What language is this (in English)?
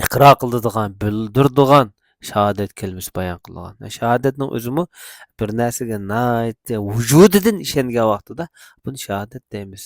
Uyghur